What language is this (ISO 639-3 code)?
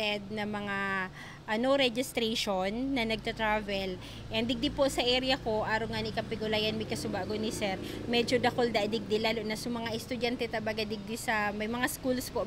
bik